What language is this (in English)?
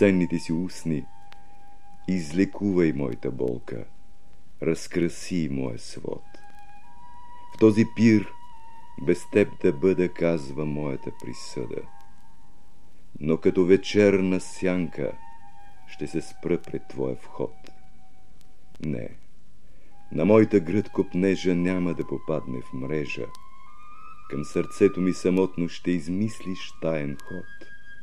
Bulgarian